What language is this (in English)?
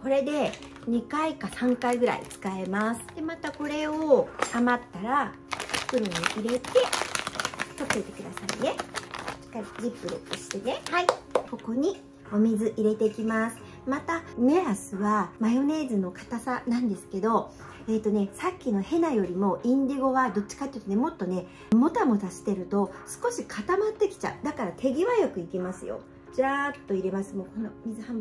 Japanese